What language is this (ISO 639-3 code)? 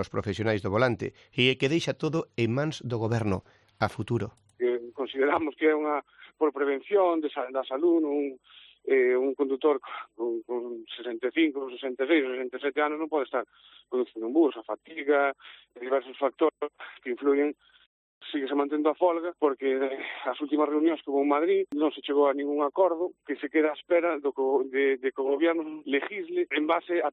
glg